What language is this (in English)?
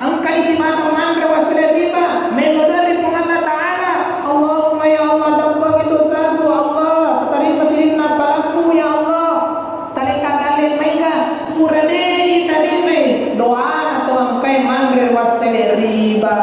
Buginese